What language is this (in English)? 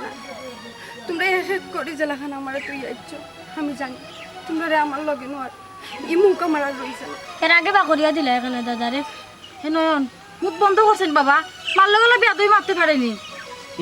Sylheti